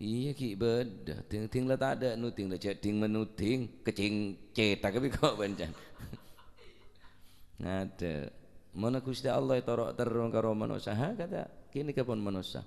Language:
Madurese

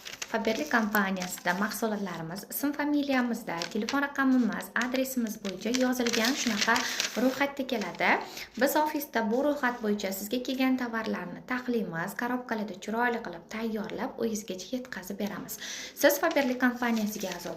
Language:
Uzbek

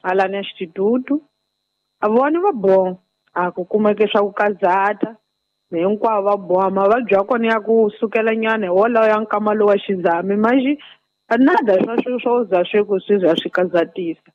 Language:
Tsonga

